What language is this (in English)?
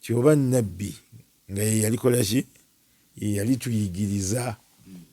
Ganda